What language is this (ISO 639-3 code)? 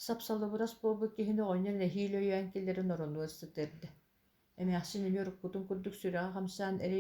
sah